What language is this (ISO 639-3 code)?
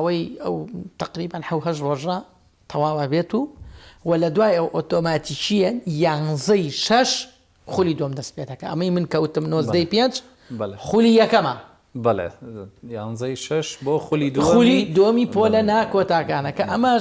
ckb